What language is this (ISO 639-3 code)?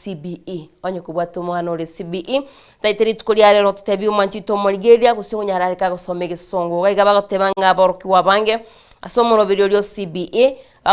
guz